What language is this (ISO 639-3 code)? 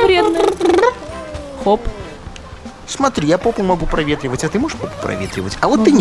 rus